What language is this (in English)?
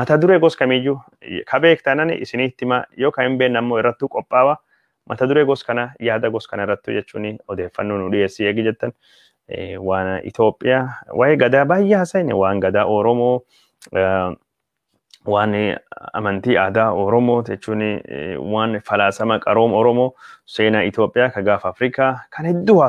Oromo